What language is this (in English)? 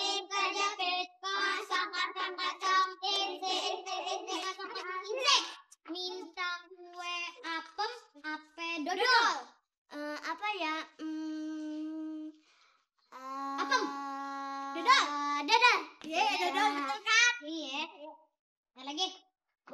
Betawi